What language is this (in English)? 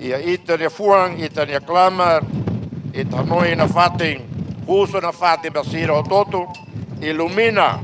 Tetum